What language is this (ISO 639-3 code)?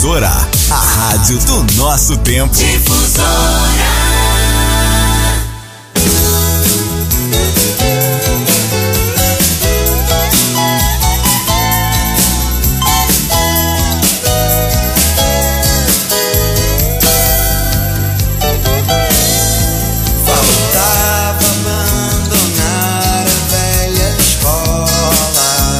por